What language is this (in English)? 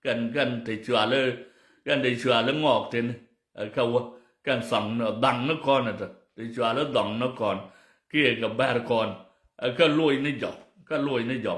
Nuer